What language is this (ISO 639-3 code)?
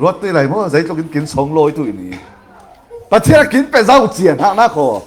cfm